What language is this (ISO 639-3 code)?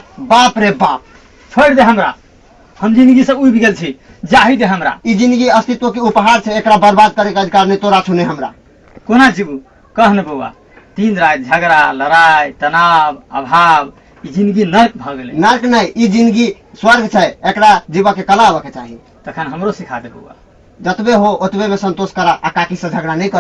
mai